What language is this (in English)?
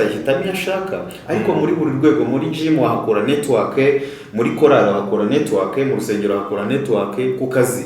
Kinyarwanda